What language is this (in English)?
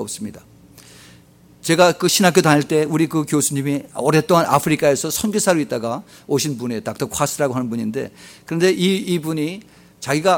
Korean